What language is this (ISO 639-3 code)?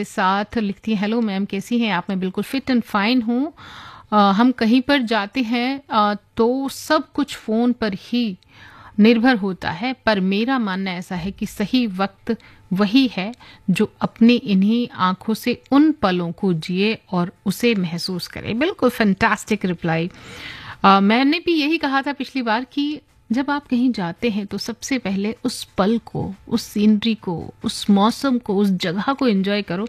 hin